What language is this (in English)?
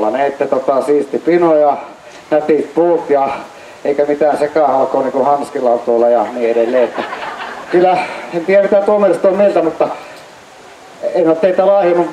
Finnish